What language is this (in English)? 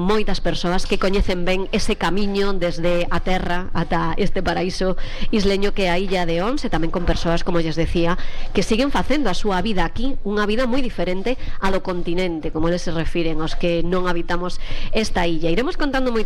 Galician